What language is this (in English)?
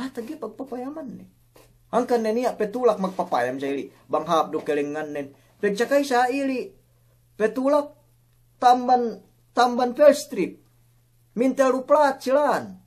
Yakan